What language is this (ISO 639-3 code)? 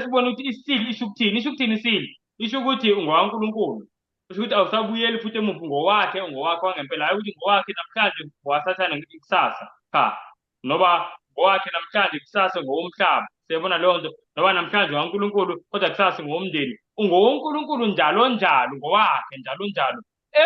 zul